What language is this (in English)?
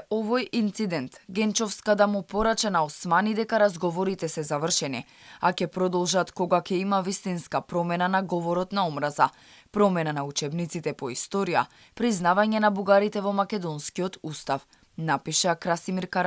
Macedonian